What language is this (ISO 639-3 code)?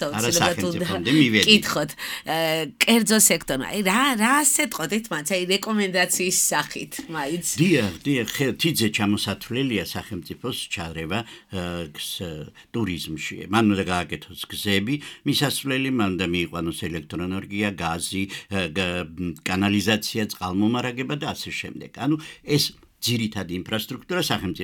kat